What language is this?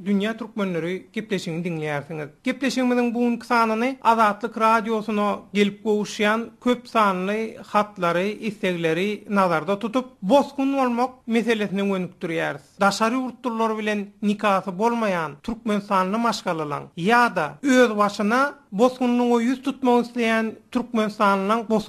Turkmen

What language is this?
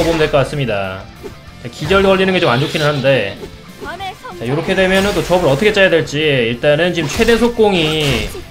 Korean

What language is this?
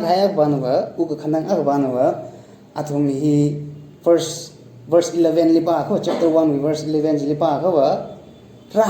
Tangkhul Naga (India)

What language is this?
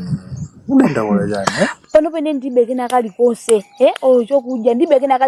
Nyanja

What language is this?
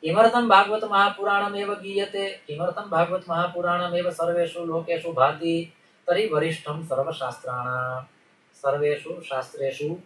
Sanskrit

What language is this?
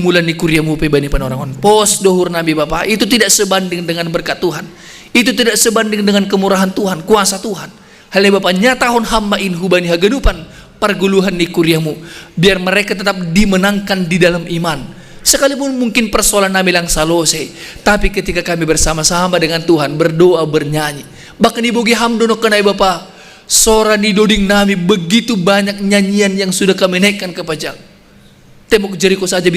Batak Simalungun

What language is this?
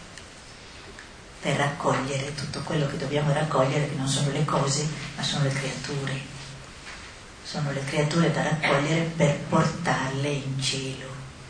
Italian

